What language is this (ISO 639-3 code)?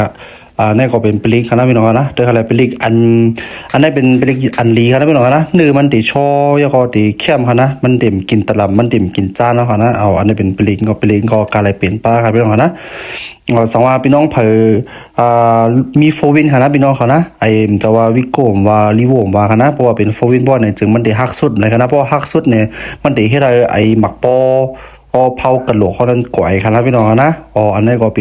shn